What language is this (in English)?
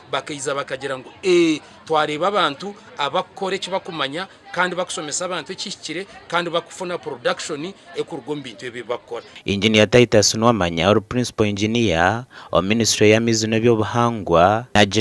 Nyankole